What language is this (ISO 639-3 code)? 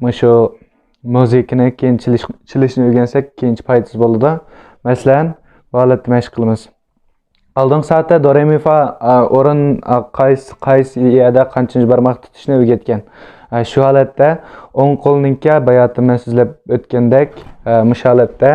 uig